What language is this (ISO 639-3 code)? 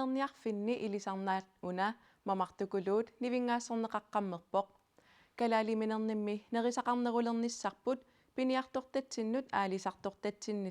kal